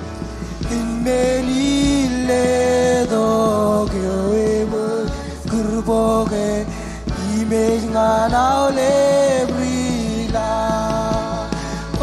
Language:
Marshallese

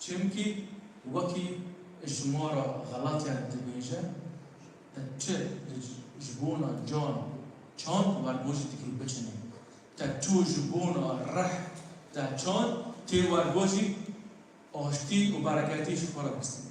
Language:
Kurdish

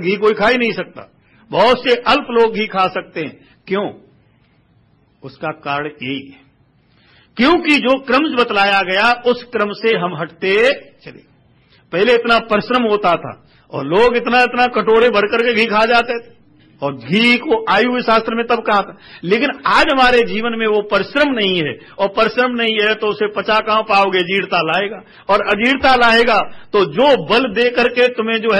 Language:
Hindi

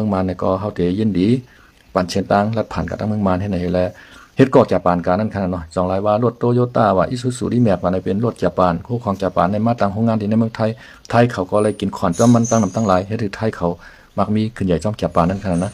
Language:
Shan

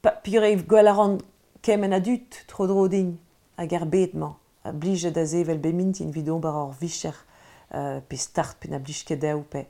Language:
Breton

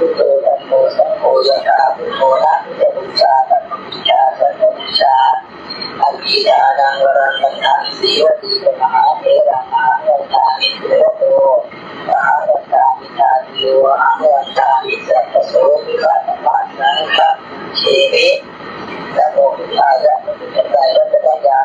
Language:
Pali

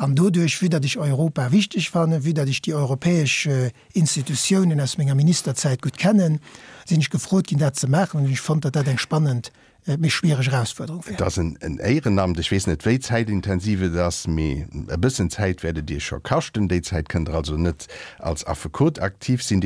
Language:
Luxembourgish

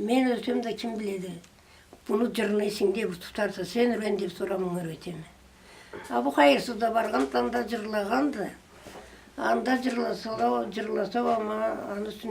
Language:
Karachay-Balkar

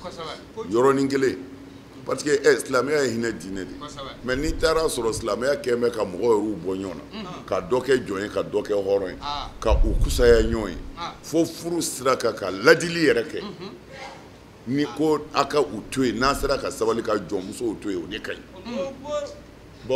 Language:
Bambara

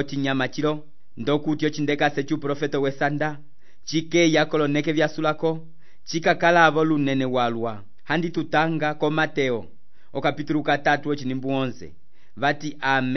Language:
Umbundu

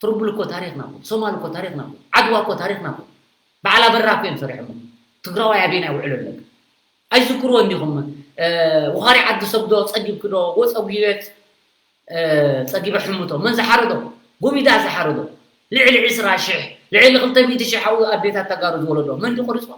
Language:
Tigrinya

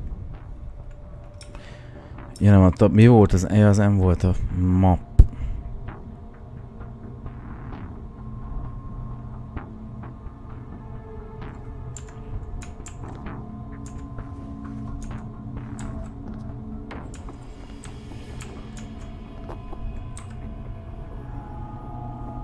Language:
Hungarian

